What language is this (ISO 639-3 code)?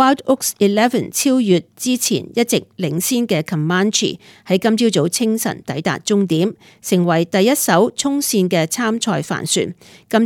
yue